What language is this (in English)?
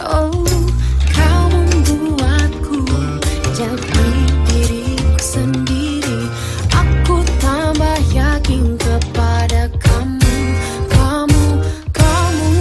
Banjar